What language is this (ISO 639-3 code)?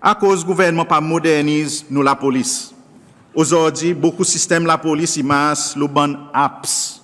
crs